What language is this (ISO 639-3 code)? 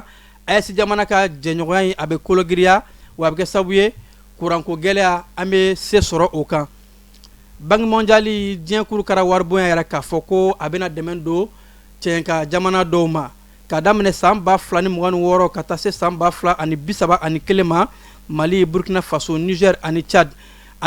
bam